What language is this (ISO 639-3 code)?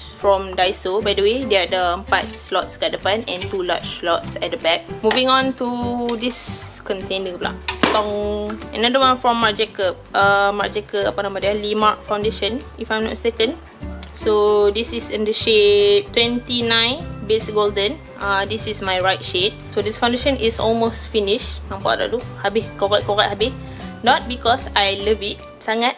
msa